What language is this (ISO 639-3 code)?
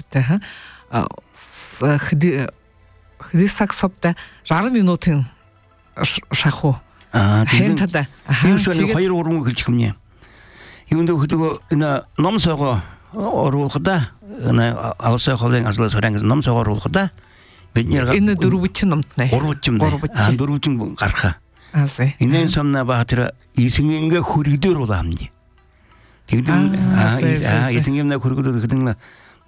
bel